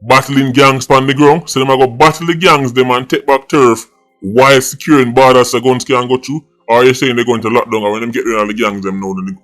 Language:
Jamaican Creole English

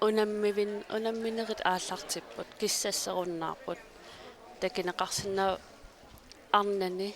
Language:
Kalaallisut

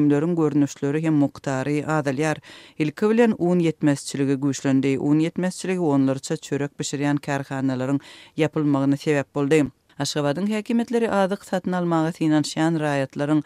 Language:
Turkmen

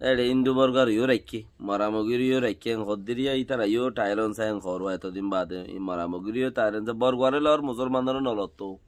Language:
Rohingya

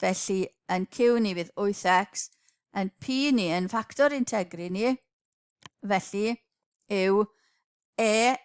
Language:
Welsh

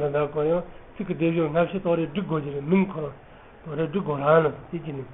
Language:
Tibetan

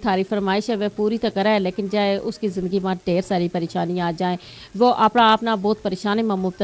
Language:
Gujari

